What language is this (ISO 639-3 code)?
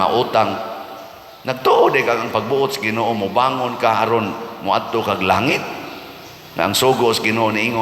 ceb